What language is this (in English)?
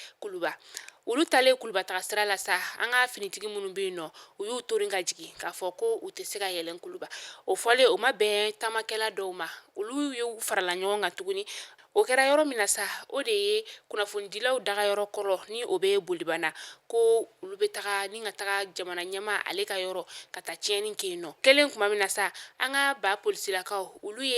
Bambara